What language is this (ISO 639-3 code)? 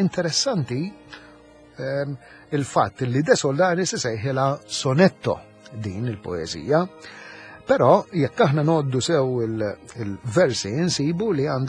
mlt